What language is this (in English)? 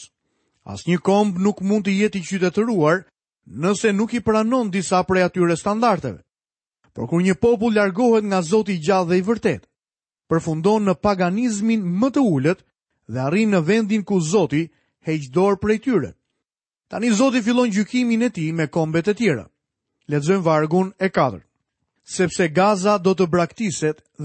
Albanian